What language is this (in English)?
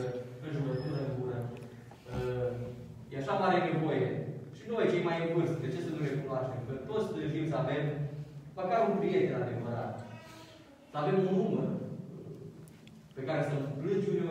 Romanian